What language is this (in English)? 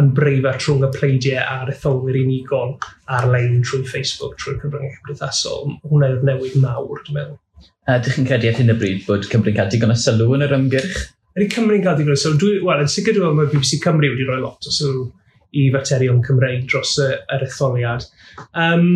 Welsh